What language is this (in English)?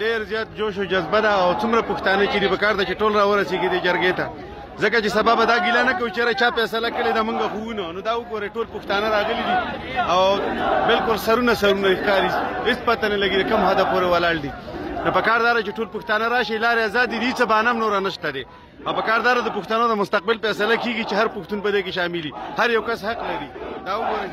Pashto